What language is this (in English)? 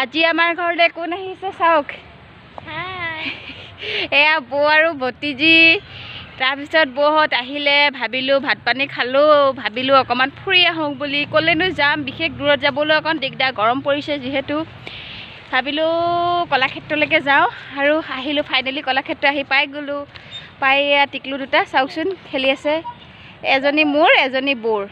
Assamese